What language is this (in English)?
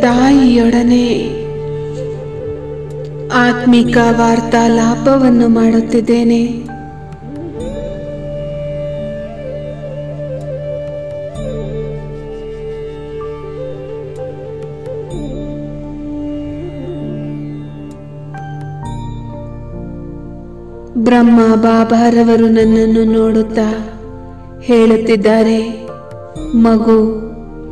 Kannada